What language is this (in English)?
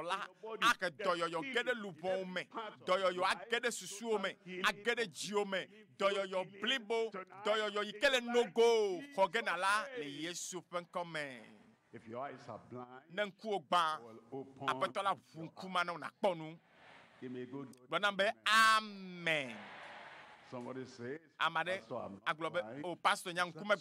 Ewe